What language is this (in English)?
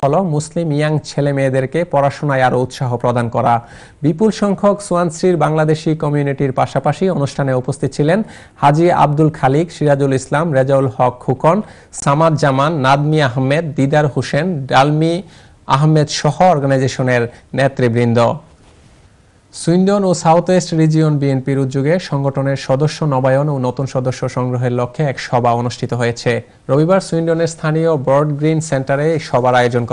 Bangla